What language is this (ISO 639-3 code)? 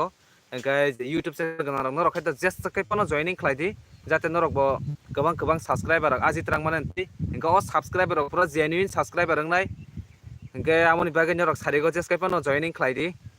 trp